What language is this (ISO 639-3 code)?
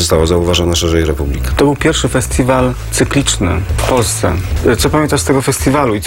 pol